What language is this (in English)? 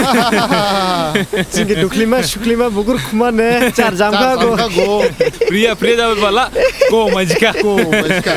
Dimasa